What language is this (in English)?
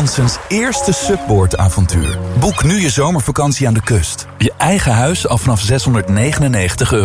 Dutch